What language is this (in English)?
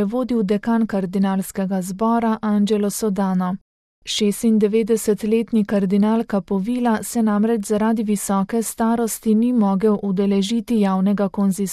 Slovenian